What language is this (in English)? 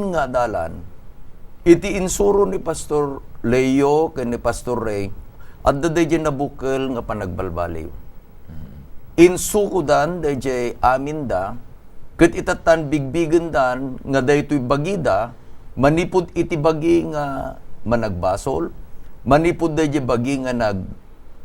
Iloko